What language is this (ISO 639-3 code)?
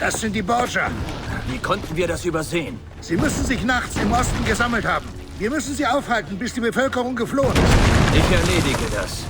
bar